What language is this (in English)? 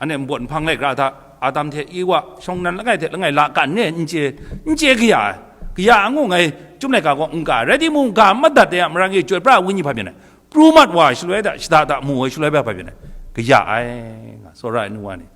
Kachin